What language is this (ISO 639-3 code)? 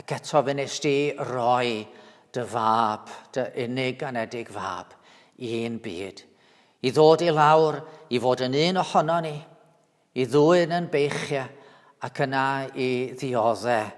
cym